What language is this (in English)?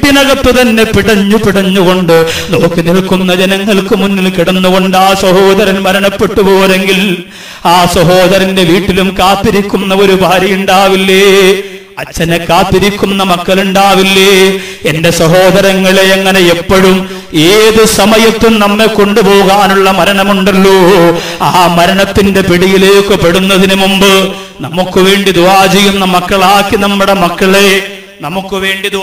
Malayalam